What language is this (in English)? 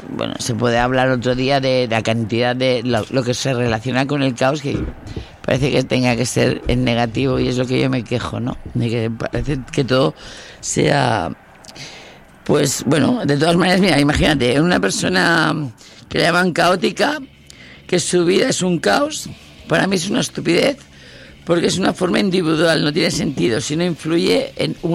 Spanish